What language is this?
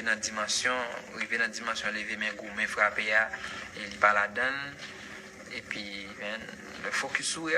Haitian Creole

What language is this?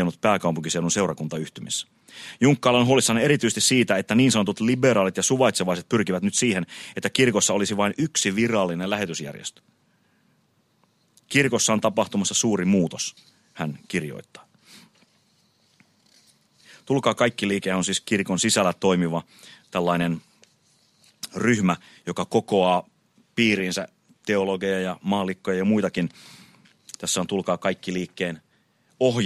Finnish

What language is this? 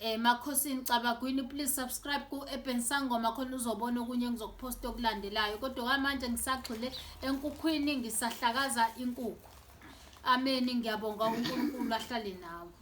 Zulu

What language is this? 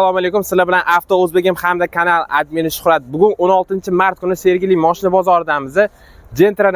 Uzbek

